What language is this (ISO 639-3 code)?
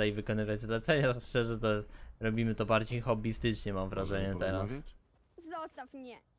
pol